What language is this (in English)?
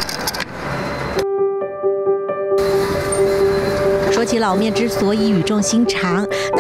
Chinese